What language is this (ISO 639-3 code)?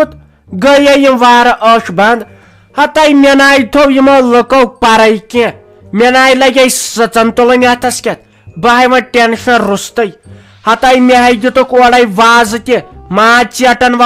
kas